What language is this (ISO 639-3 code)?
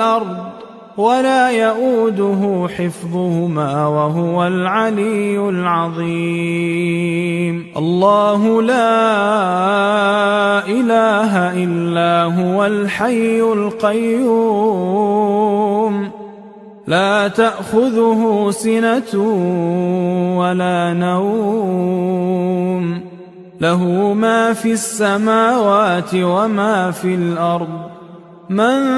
ara